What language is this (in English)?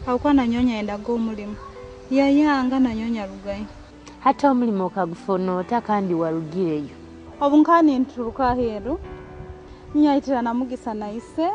Nyoro